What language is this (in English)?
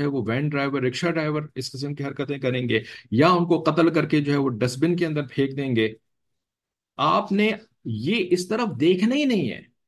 Urdu